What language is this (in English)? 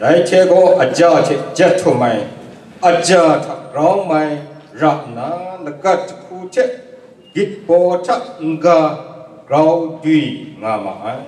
Kachin